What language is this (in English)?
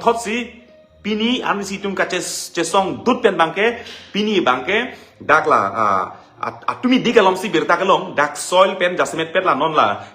Karbi